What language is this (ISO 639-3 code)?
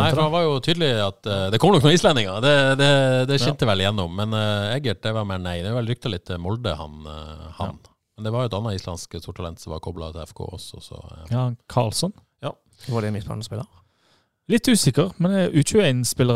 nor